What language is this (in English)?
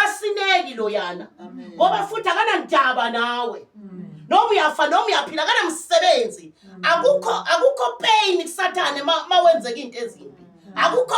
Zulu